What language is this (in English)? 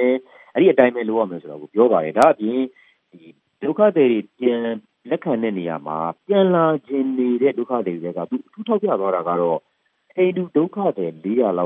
Burmese